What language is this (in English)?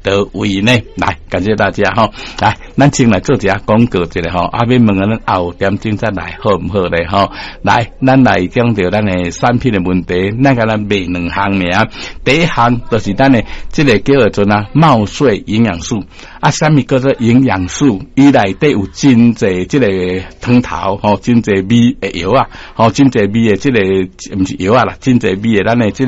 Min Nan Chinese